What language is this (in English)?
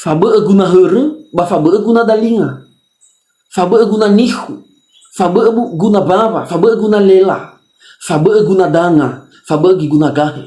Nias